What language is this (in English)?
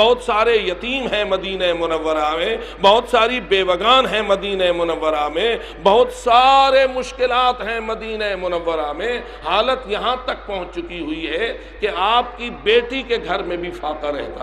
Urdu